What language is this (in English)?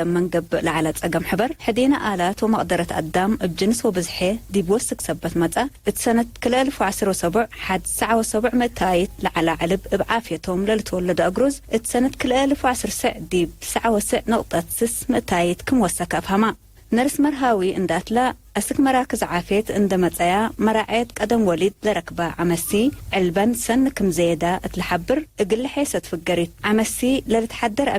Tigre